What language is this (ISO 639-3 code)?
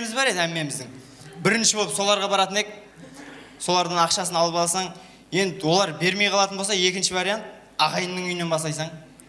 kaa